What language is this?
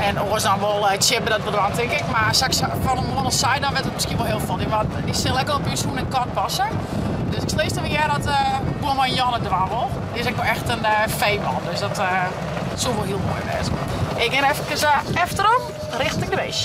Western Frisian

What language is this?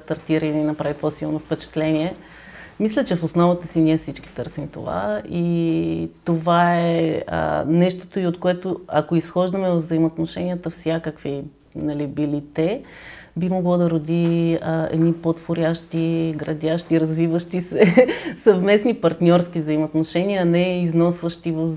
Bulgarian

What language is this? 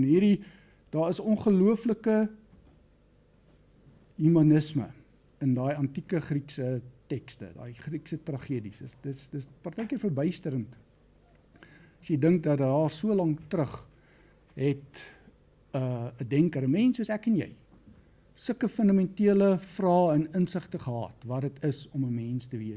Afrikaans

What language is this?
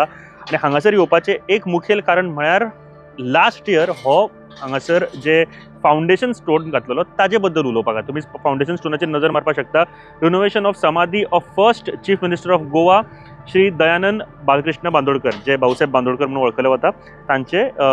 Konkani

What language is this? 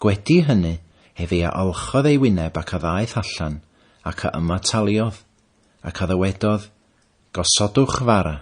Welsh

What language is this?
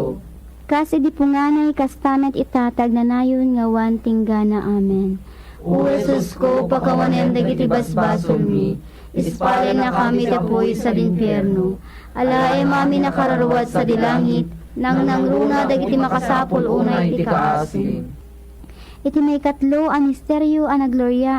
Iloko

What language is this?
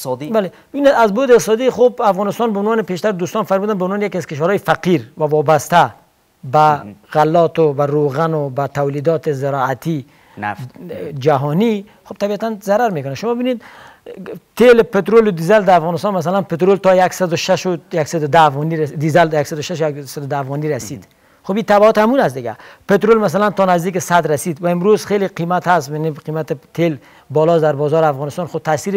Persian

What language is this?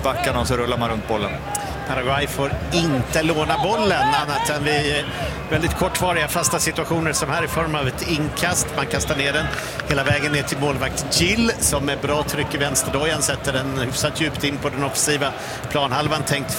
Swedish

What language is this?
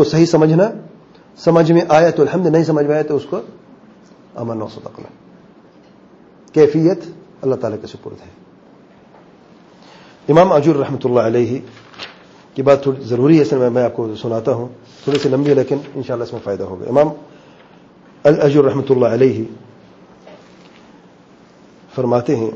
Urdu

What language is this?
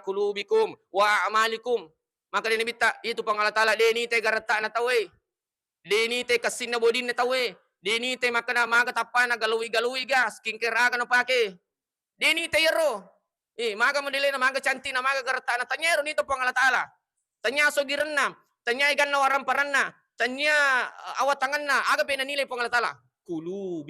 Buginese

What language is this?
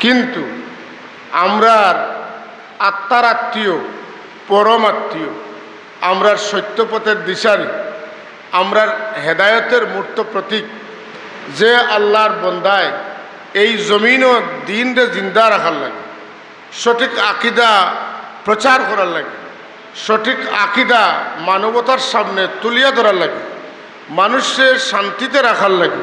Sylheti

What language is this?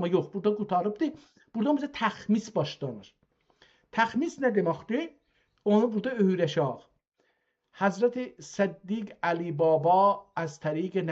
South Azerbaijani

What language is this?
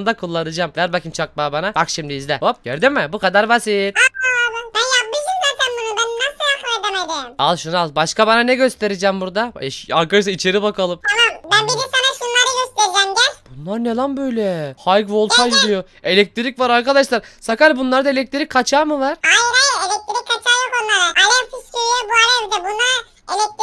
Turkish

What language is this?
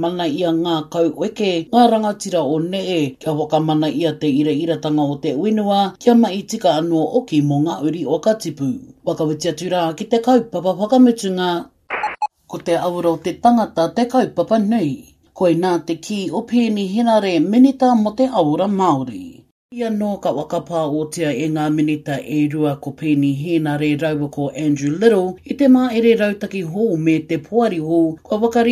Māori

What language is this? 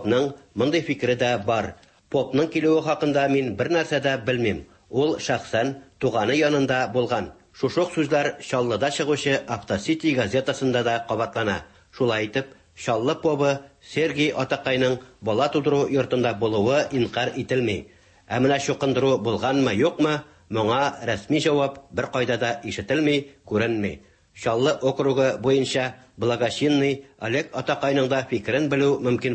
Tatar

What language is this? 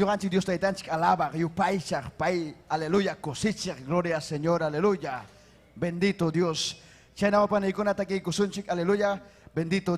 Ayacucho Quechua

